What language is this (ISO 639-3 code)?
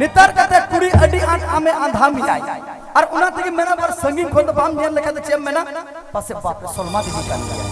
sat